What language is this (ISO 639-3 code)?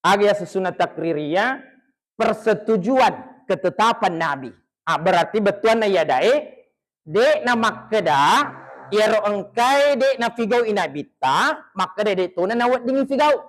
bug